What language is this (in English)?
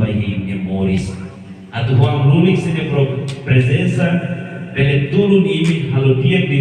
Tetum